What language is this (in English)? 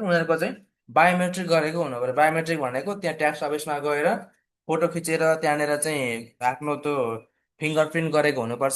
Nepali